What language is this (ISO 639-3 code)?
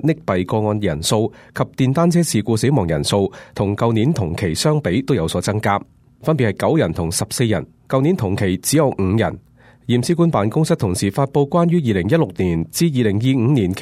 yue